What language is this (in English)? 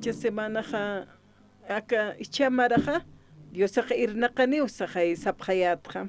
Aymara